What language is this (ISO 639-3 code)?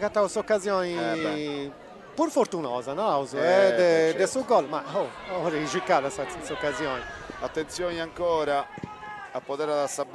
srd